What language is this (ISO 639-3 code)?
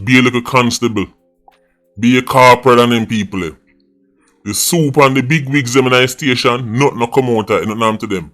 jam